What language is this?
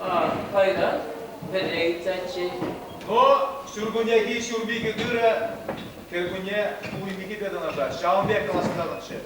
Chuvash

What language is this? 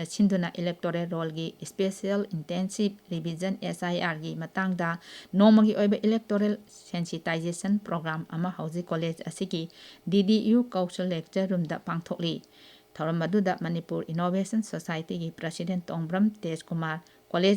Manipuri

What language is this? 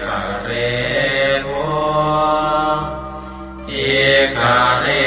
Pali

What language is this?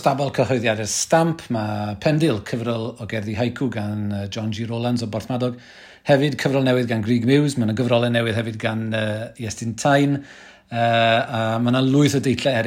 Welsh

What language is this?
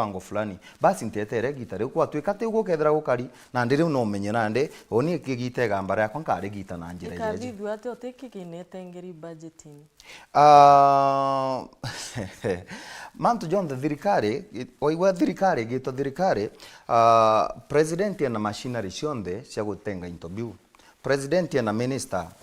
Meru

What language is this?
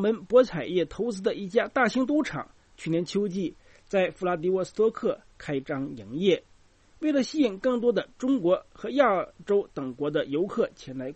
Chinese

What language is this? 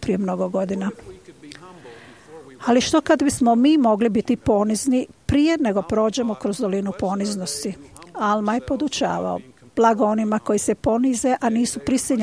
Croatian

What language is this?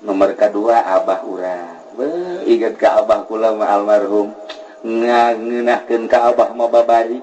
Sundanese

